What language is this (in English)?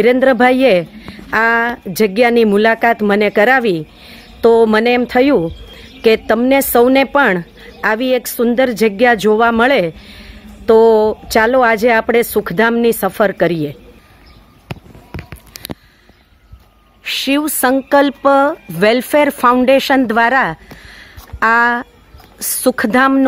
Gujarati